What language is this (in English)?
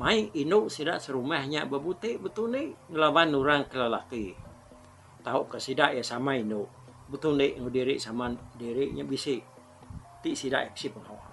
Iban